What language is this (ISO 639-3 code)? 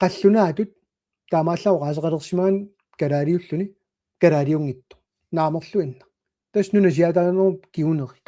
kal